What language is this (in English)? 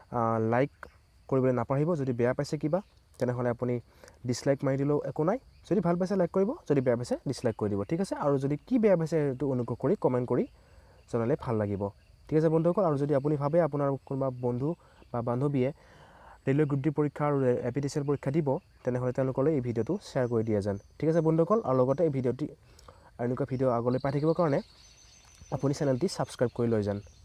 Assamese